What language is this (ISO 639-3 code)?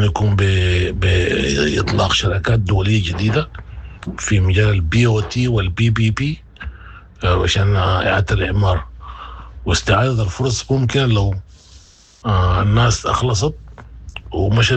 apd